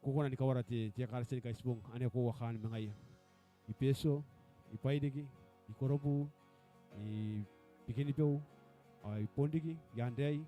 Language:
Gilbertese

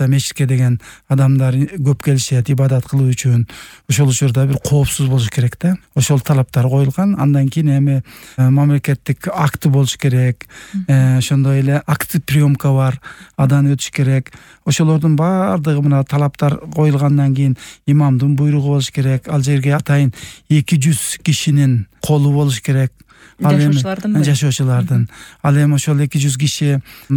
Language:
Kyrgyz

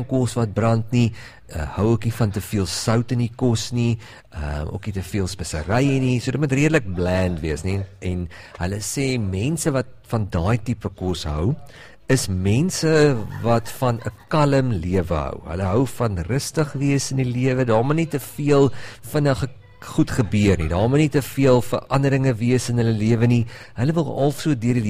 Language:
Afrikaans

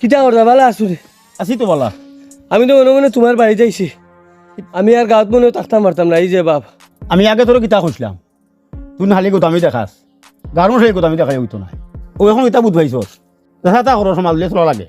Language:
Sylheti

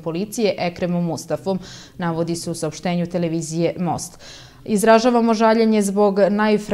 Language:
Serbian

